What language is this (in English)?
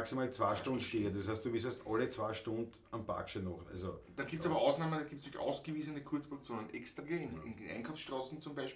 Bavarian